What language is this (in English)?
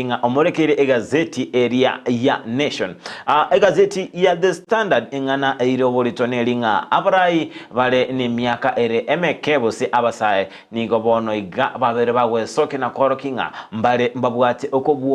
Gusii